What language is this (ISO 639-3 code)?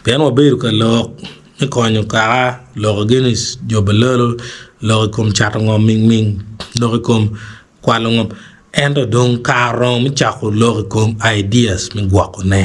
ach